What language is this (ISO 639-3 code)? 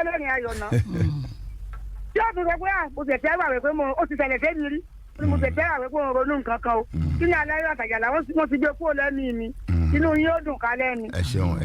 yor